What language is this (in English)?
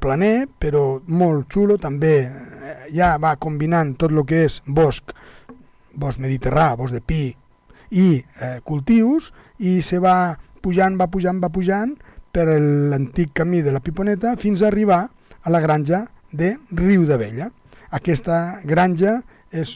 Catalan